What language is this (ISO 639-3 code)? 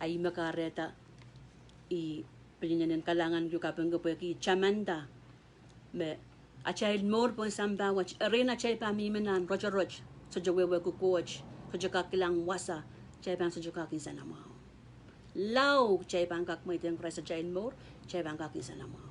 pon